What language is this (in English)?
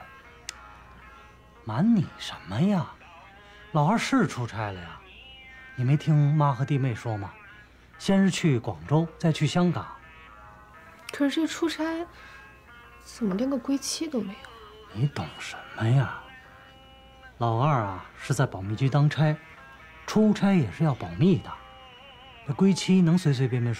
Chinese